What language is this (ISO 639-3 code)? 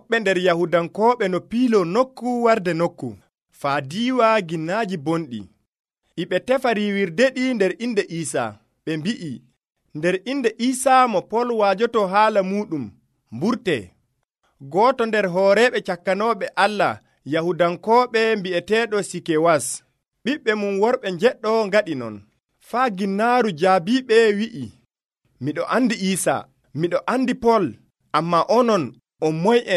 fuv